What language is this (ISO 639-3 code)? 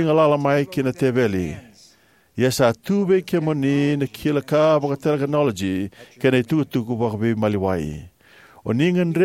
fij